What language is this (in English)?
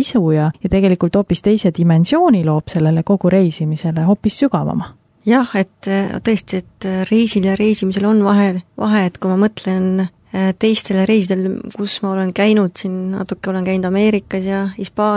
Estonian